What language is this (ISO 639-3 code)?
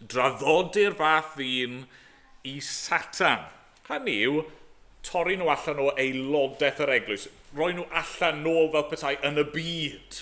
cym